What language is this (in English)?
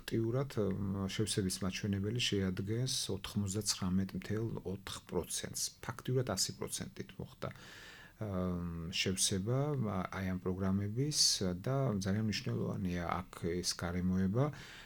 Georgian